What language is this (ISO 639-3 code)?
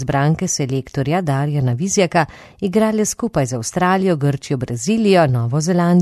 slv